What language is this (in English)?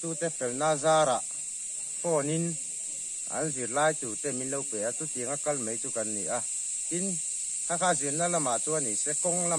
Mizo